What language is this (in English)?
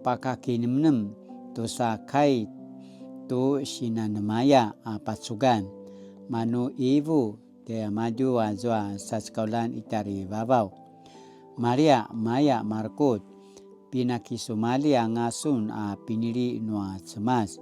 Paiwan